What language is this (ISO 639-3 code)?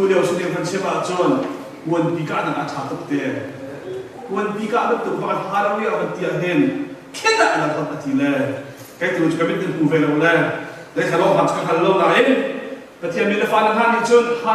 cnh